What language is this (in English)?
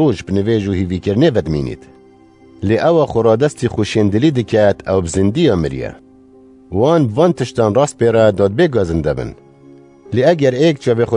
Kurdish